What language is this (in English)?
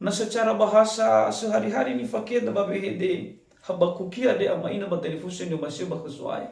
Nias